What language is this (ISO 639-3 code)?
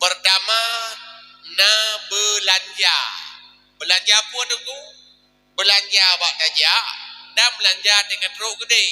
ace